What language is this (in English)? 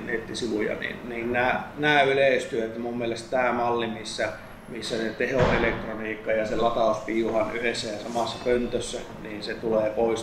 Finnish